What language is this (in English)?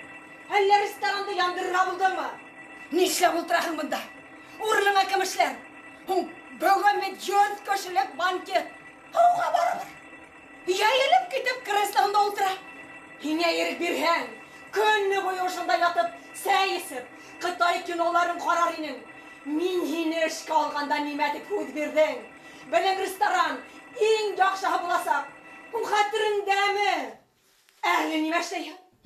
Bashkir